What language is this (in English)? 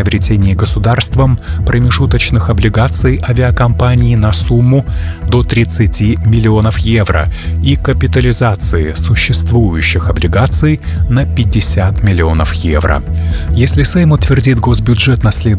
Russian